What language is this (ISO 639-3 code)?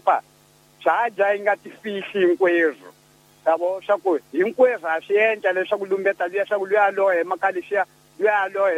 tso